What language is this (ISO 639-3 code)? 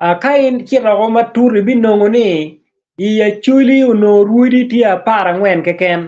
ach